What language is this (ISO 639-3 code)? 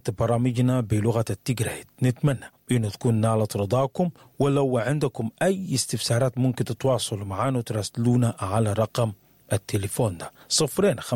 apd